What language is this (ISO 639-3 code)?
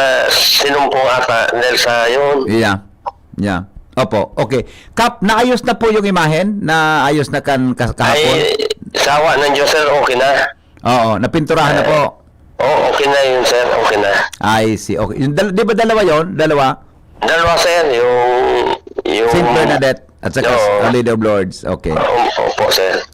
bik